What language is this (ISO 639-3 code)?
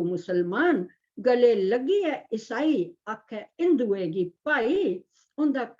doi